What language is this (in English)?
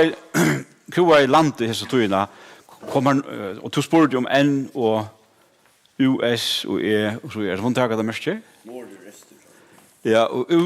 Faroese